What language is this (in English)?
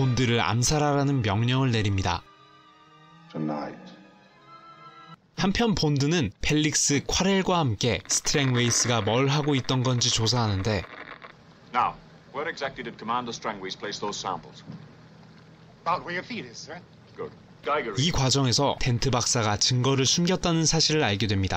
Korean